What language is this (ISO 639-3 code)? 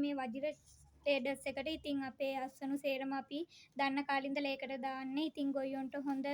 sin